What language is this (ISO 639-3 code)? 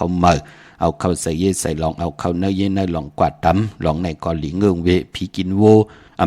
shn